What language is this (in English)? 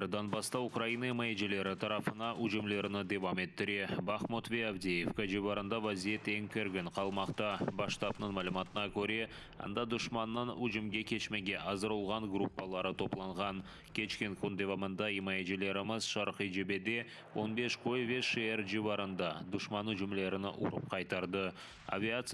Crimean Tatar